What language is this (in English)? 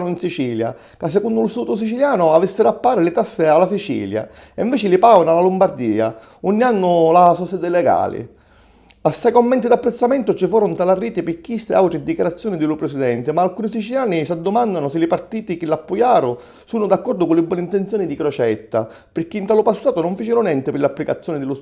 Sicilian